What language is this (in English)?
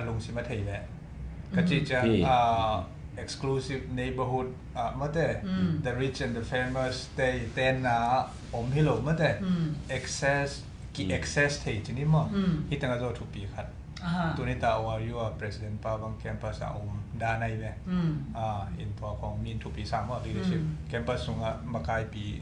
Tedim Chin